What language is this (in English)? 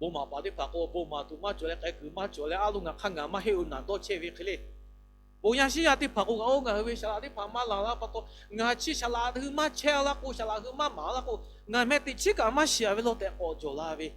Lahu